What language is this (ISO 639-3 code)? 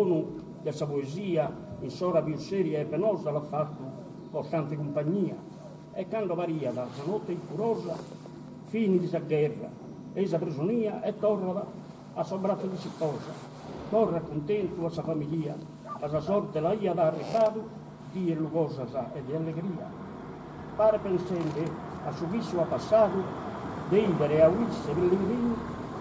srd